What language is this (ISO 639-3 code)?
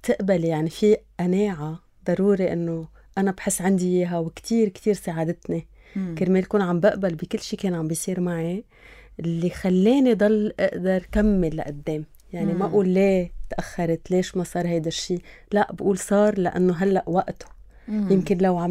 apc